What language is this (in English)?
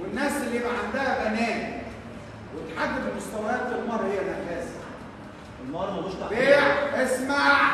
Egyptian Arabic